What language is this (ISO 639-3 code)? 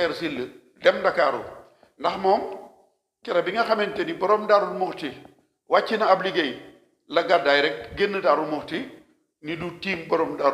wol